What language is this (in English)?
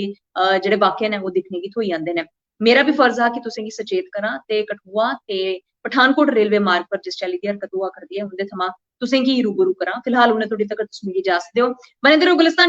Dogri